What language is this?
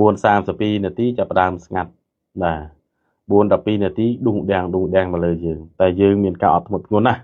Khmer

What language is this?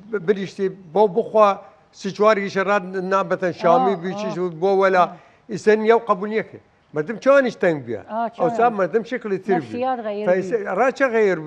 Southern Kurdish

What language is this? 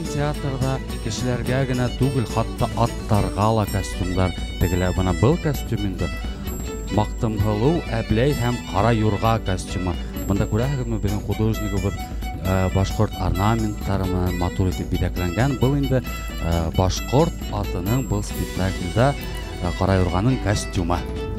Bashkir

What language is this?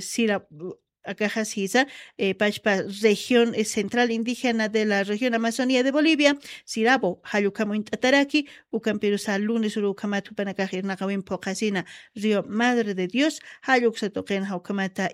Aymara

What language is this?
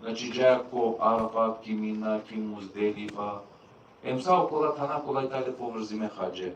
Balkan Romani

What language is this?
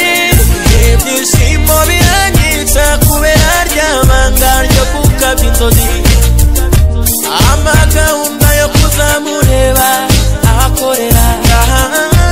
Kinyarwanda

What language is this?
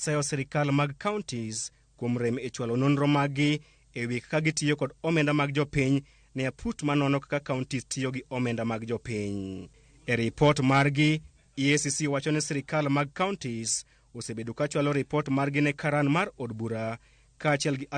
Luo (Kenya and Tanzania)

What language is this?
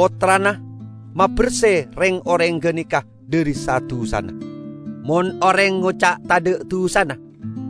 Madurese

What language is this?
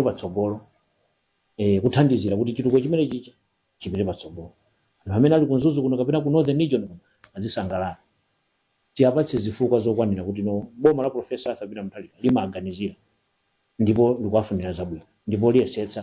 Nyanja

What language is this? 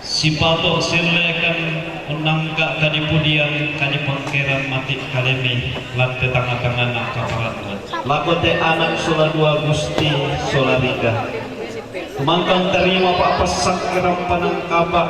Toraja-Sa'dan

